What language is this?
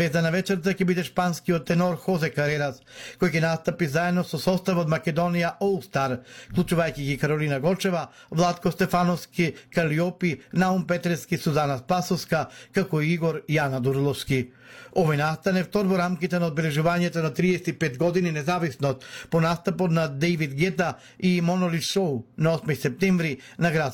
Macedonian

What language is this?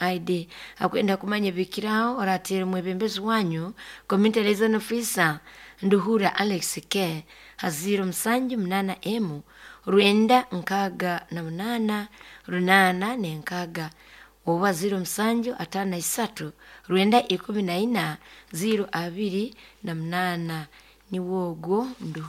Nyoro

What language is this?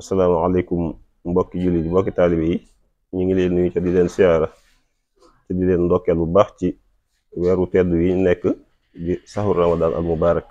Wolof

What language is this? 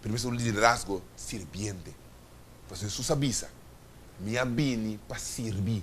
Papiamento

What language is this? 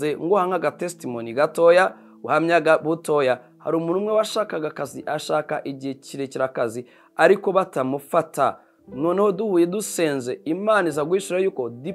Kinyarwanda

